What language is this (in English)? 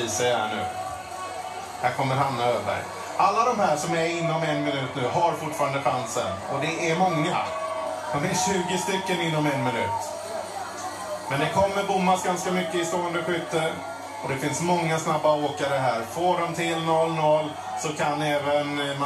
Swedish